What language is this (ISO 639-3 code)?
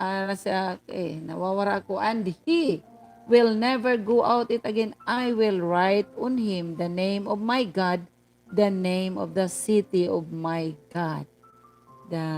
war